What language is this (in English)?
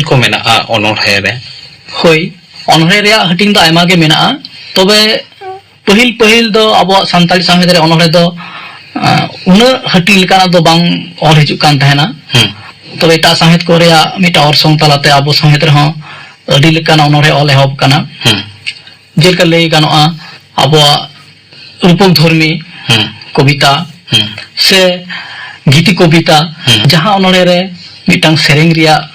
Santali